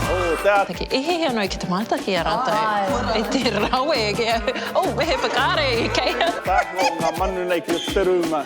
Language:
Māori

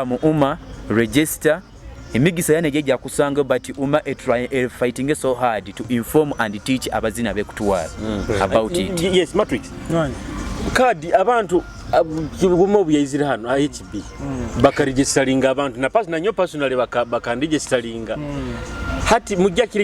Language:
Nyoro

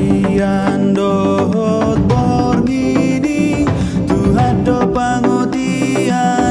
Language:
Batak Toba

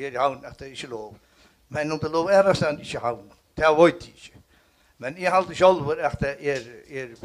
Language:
Faroese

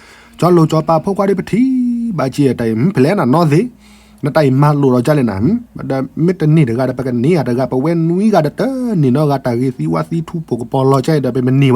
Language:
S'gaw Karen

